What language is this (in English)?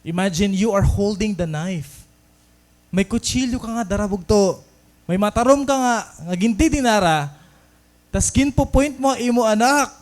Waray